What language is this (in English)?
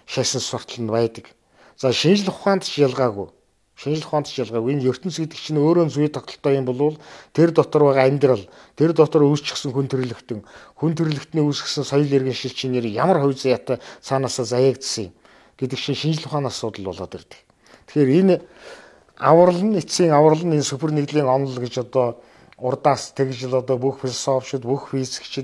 Mongolian